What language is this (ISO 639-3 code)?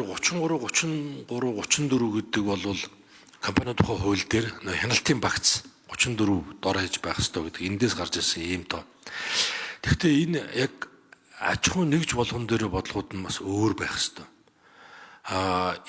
mon